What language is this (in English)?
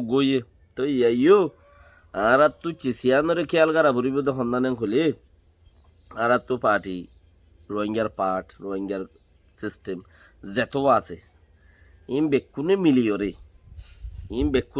Rohingya